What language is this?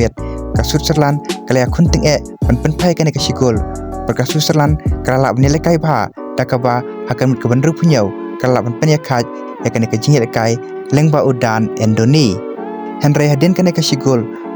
Khasi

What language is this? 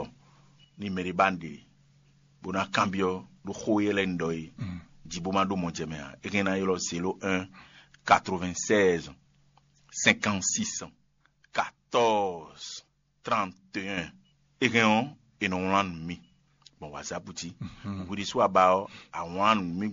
Fon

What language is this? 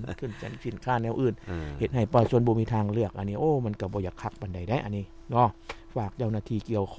Lao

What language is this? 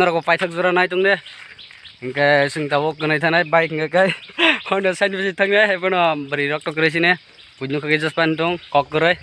Kok Borok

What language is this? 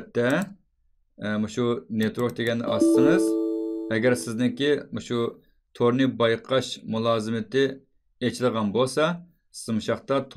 Uyghur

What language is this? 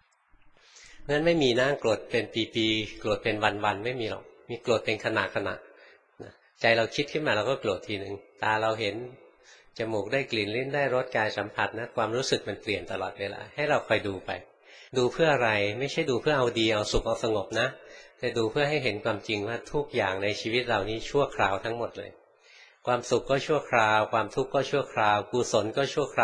Thai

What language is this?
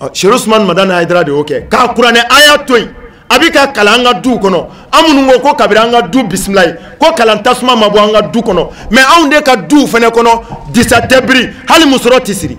Bambara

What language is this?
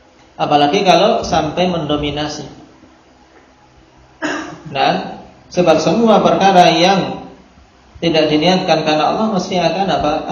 Indonesian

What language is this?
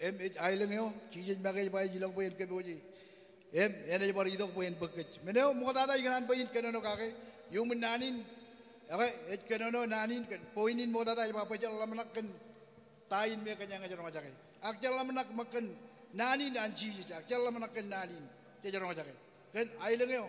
Marshallese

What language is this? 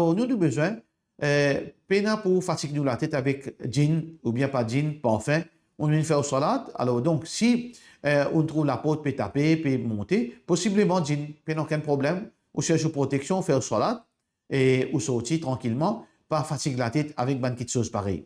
Morisyen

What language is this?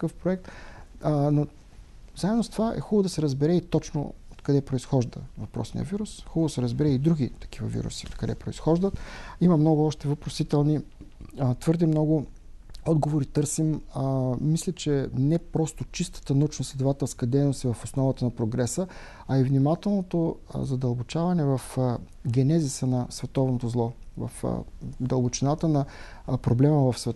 Bulgarian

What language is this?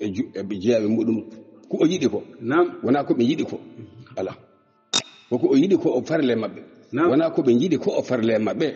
Fula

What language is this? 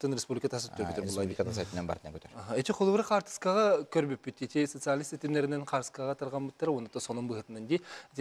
Yakut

